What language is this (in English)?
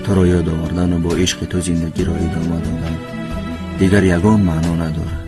Tajik